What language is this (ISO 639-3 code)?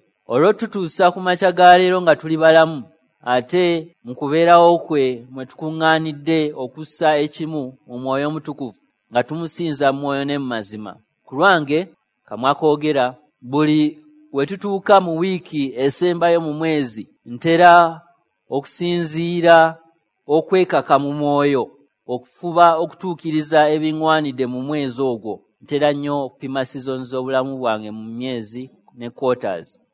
lug